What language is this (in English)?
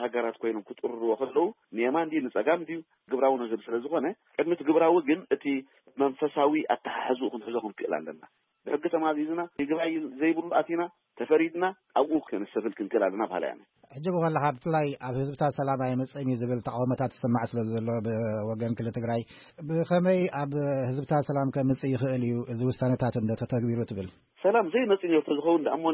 Tigrinya